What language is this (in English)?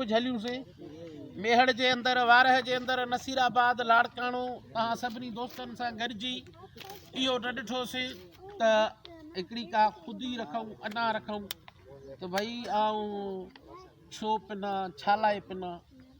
Sindhi